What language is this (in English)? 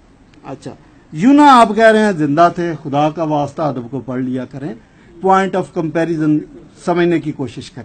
Urdu